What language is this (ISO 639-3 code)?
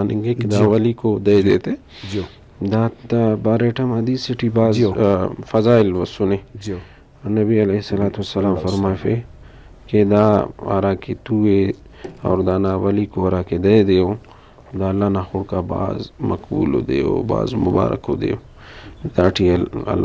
brh